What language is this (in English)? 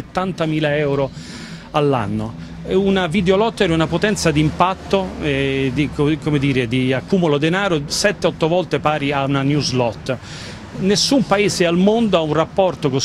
Italian